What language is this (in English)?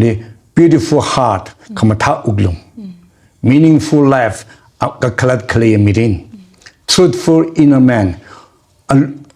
Tangkhul Naga (India)